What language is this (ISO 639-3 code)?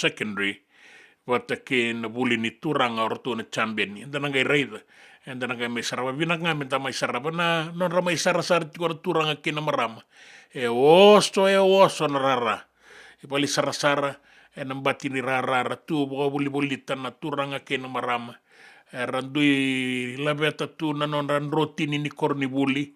fij